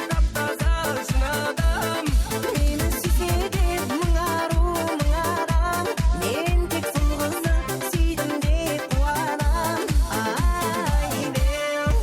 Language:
Kara-Kalpak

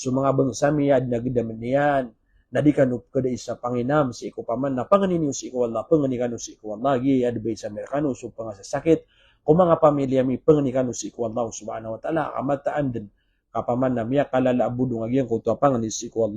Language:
Maranao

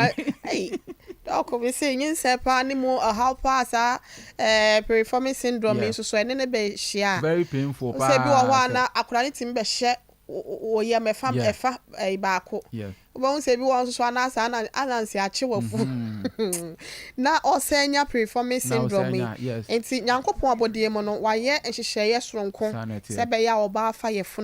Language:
Akan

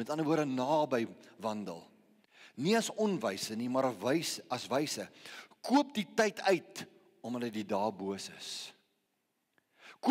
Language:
Afrikaans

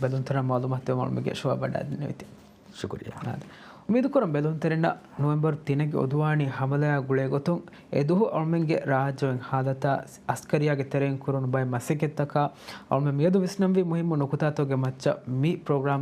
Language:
Divehi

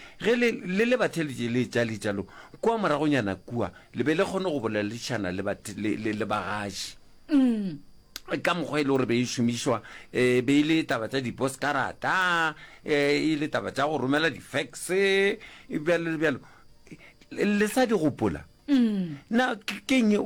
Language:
Northern Sotho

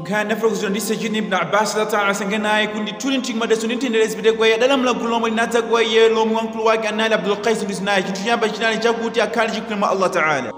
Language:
Nyanja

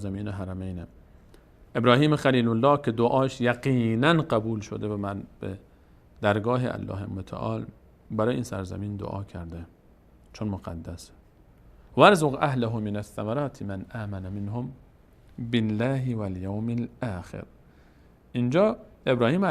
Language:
Persian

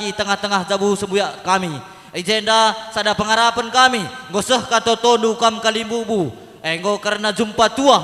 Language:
Batak Karo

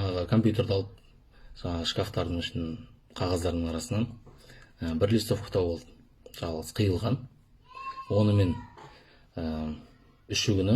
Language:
Kazakh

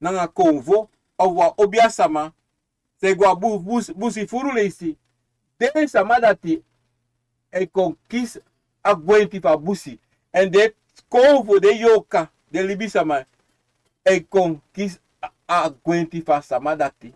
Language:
Sranan Tongo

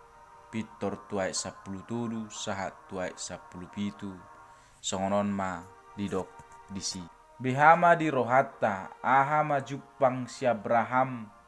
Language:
Batak Toba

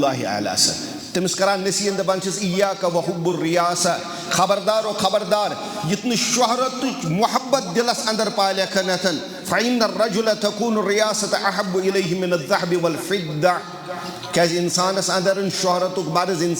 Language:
Kashmiri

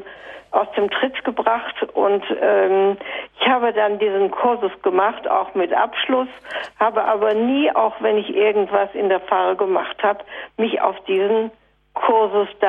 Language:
German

